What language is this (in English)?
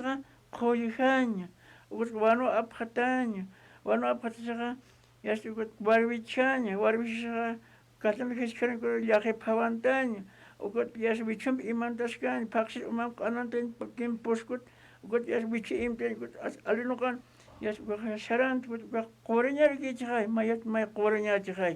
Aymara